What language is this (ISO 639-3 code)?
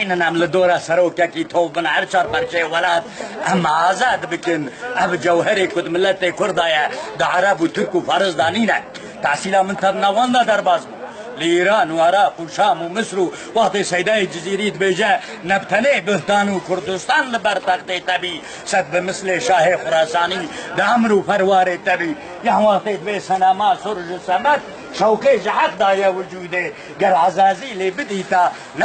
kur